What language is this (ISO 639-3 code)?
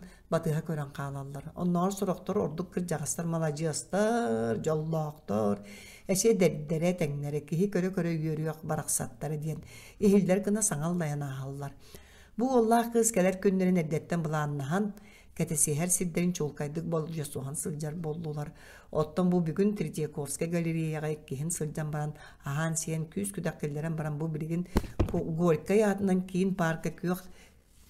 sah